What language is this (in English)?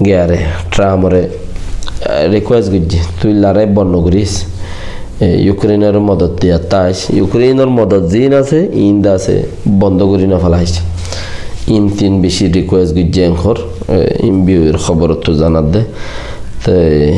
Rohingya